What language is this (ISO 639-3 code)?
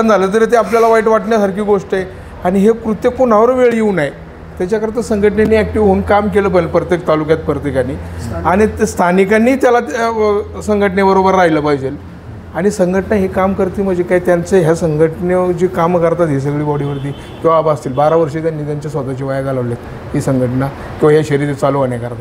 mar